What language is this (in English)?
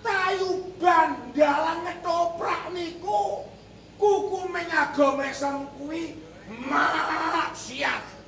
Javanese